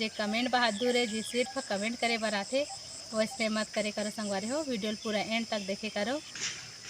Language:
Chhattisgarhi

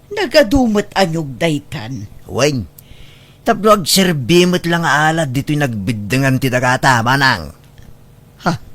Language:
Iloko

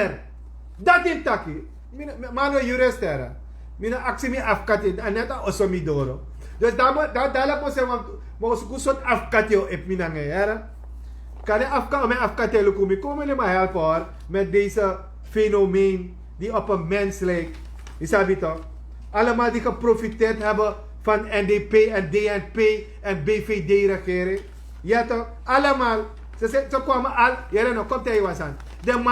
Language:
Sranan Tongo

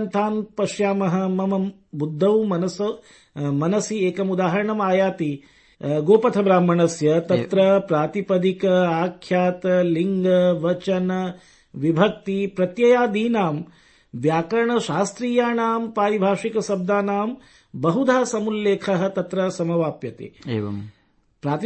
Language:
Sanskrit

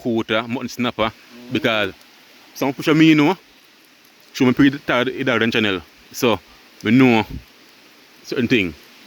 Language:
Jamaican Creole English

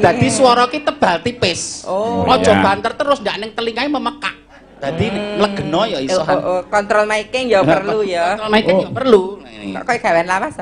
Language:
Javanese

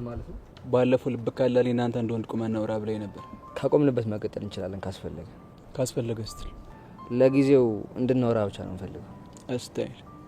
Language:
Amharic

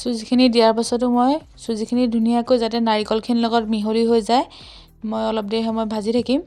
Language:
Assamese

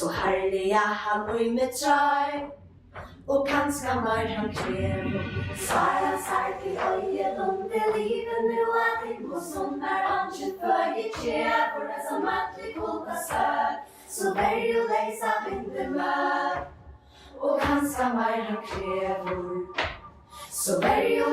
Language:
Faroese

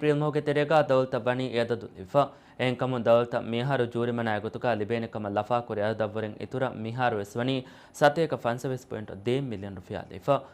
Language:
Divehi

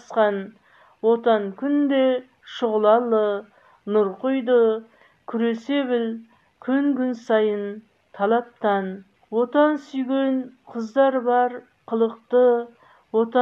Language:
Kazakh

